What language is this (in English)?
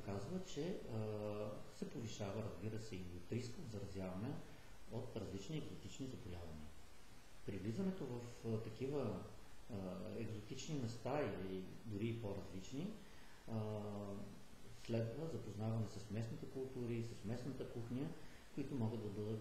Bulgarian